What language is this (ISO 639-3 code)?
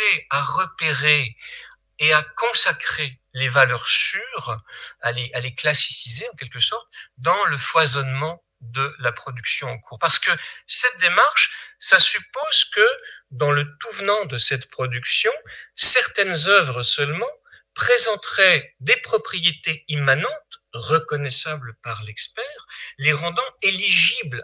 fra